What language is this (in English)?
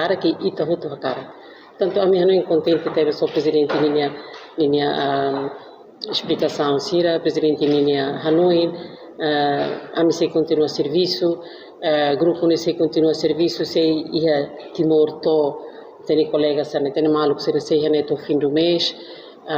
Tetum